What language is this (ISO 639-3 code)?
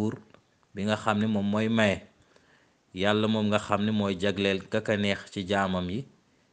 wol